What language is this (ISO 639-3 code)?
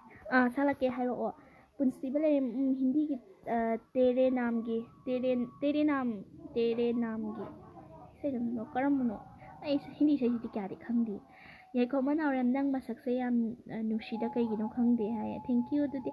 mni